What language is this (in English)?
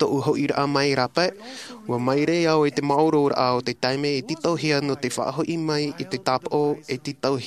Tahitian